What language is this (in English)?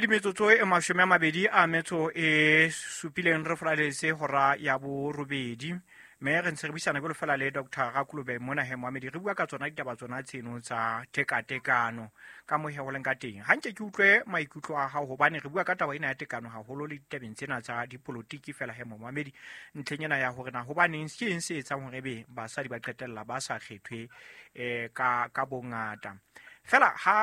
Southern Sotho